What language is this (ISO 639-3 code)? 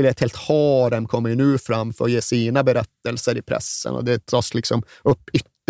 swe